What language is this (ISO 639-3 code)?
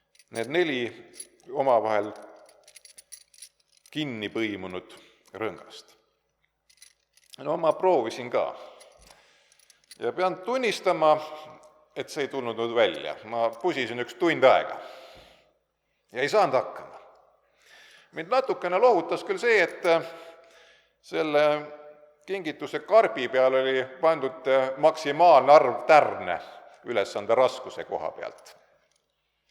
est